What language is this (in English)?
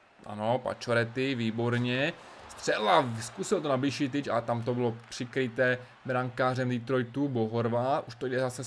Czech